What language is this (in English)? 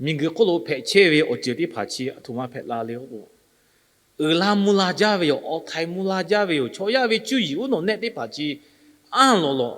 Lahu